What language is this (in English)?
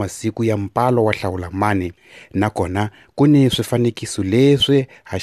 Tsonga